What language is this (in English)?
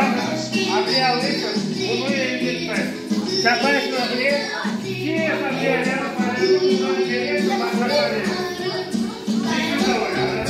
Crimean Tatar